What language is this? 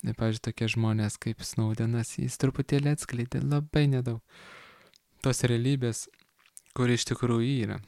Lithuanian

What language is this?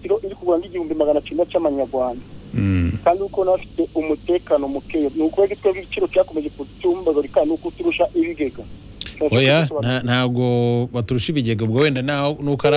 Kinyarwanda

